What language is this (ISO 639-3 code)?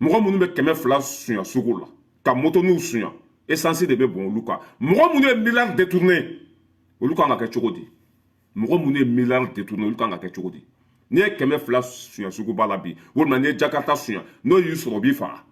bam